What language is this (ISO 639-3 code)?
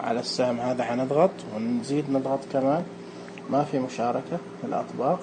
ars